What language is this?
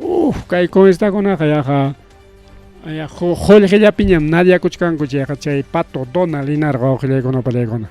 Ayacucho Quechua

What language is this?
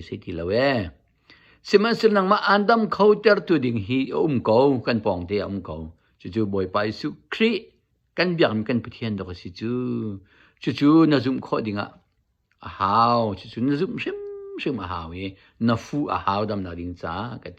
Hakha Chin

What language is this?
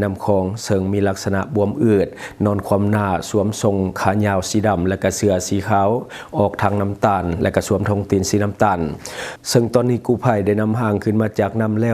Lao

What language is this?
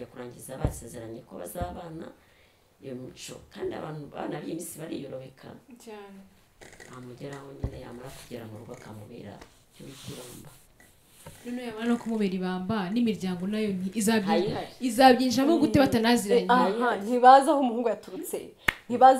Kinyarwanda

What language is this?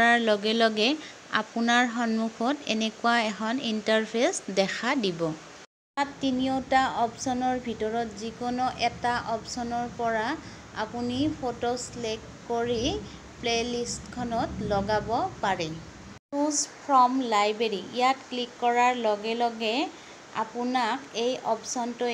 Assamese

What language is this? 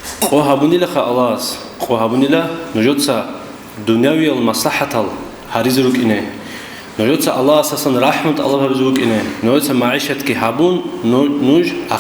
Avaric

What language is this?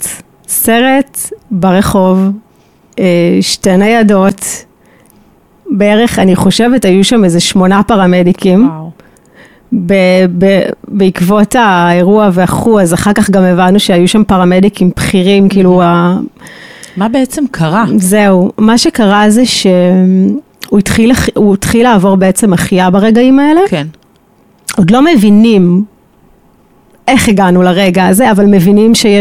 Hebrew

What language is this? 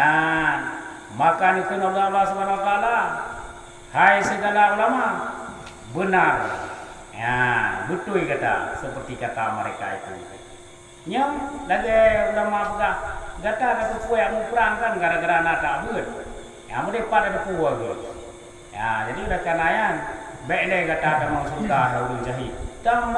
Achinese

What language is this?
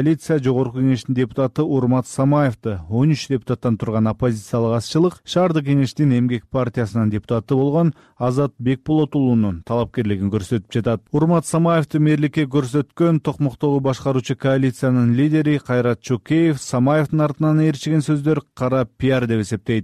Kyrgyz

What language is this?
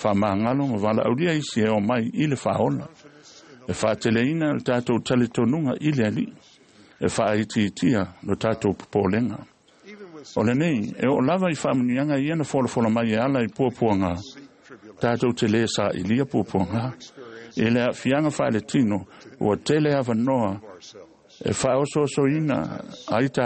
Samoan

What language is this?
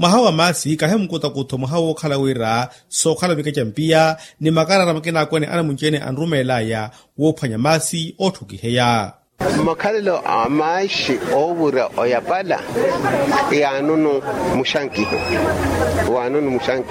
Makhuwa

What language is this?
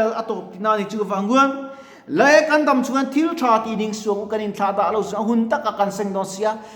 Mizo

